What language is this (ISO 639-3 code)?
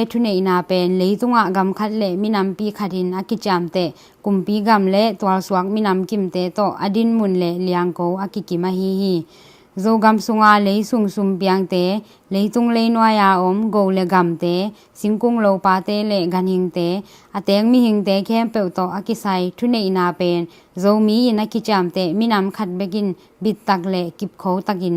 ctd